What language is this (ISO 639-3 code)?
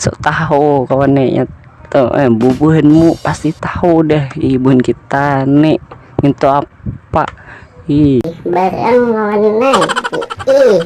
bjn